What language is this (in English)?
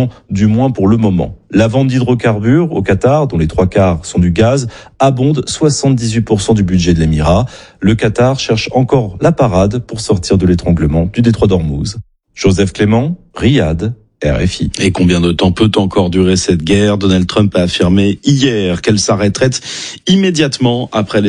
French